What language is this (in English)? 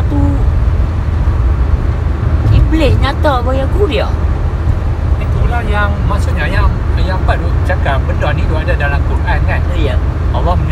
Malay